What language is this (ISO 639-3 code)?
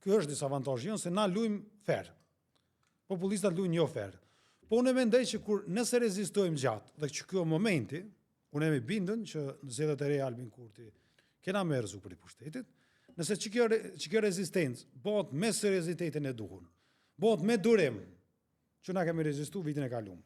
sqi